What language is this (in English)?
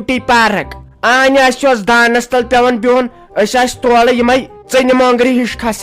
Kashmiri